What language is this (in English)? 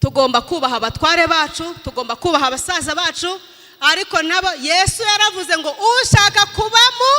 Kinyarwanda